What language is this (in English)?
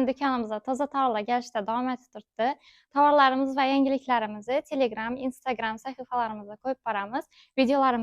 Uzbek